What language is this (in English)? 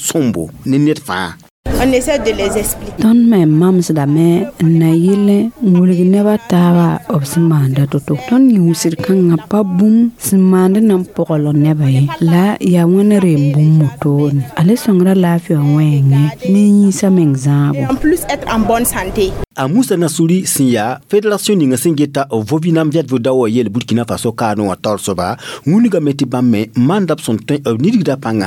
Mossi